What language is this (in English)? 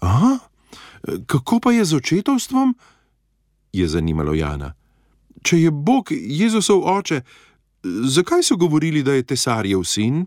Slovenian